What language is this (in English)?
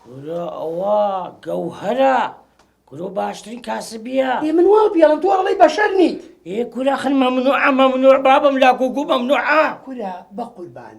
Central Kurdish